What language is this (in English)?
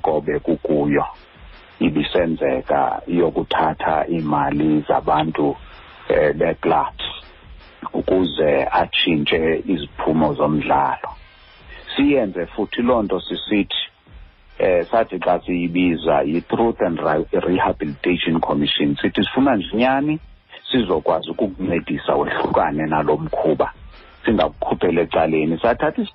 Xhosa